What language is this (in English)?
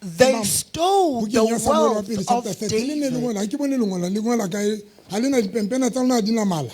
Southern Sotho